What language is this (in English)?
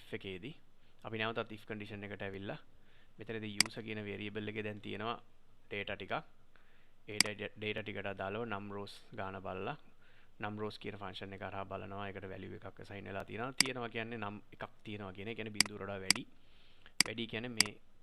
Sinhala